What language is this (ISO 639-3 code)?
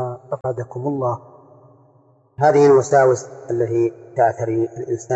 ara